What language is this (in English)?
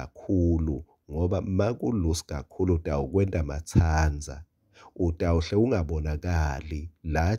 Swati